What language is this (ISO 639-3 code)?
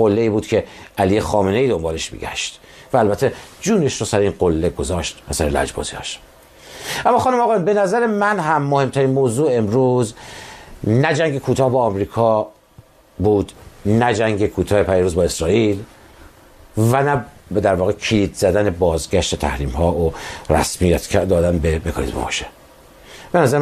fas